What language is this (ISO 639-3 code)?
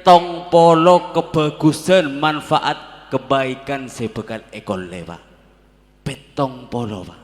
mad